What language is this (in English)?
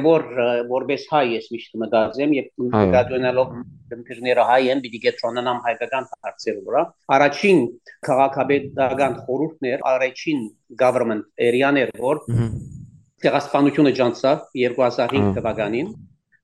Western Armenian